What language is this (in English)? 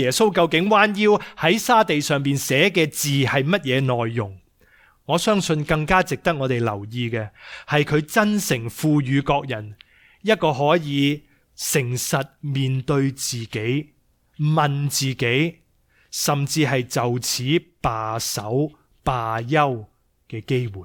Cantonese